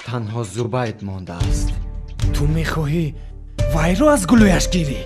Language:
Tajik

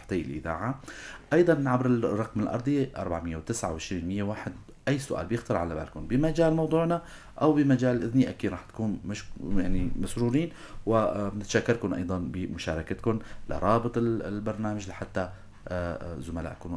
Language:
North Levantine Arabic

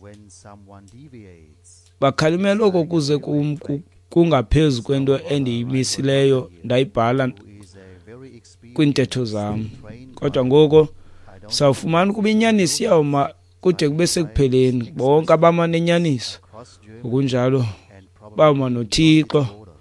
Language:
Xhosa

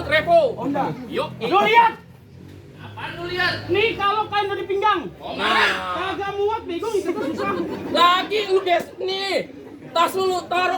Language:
Betawi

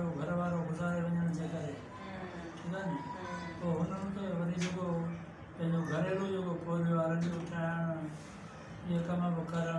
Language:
Sindhi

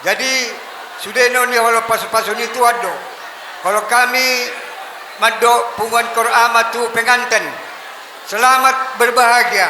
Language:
Batak Toba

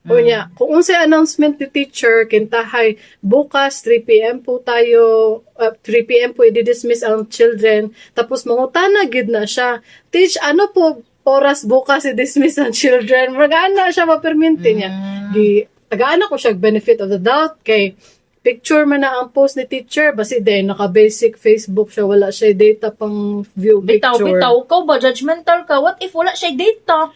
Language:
Cebuano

